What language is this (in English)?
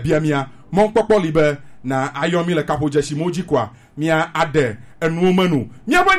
Gen